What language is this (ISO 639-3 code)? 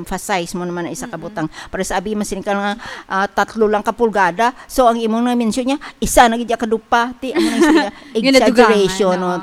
hil